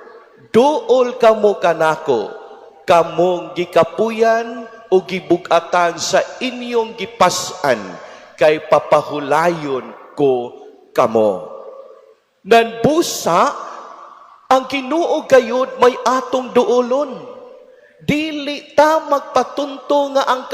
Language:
Cebuano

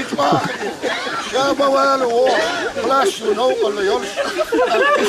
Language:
Chechen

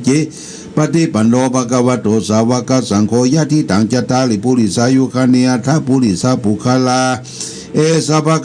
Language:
Pali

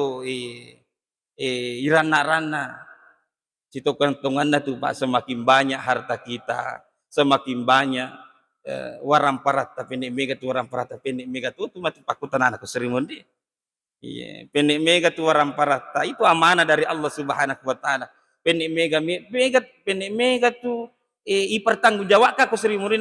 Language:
Buginese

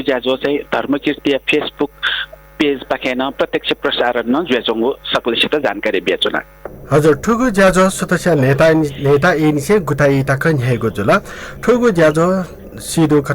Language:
Newari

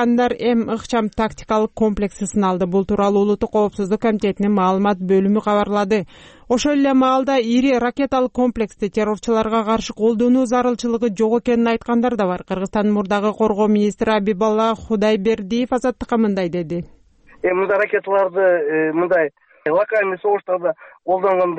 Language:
Kyrgyz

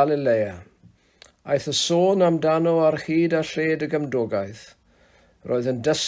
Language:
Welsh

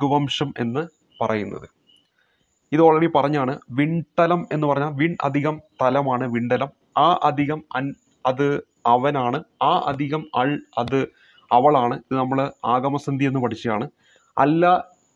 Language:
Malayalam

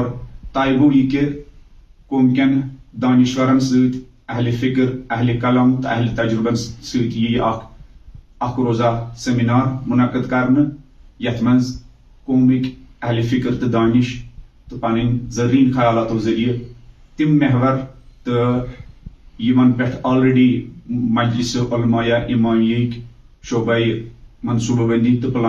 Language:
Kashmiri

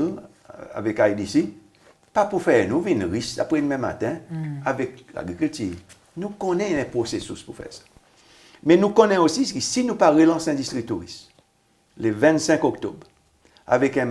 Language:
Seselwa Creole French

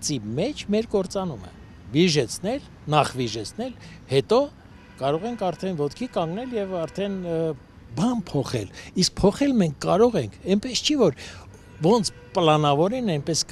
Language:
Armenian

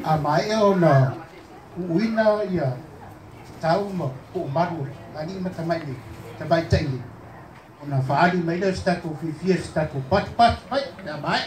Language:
Samoan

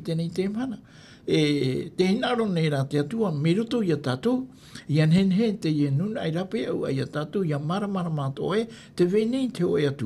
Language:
Tahitian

